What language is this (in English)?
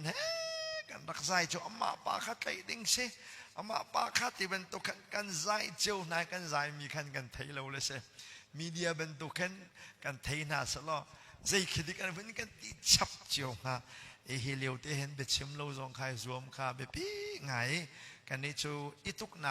Hakha Chin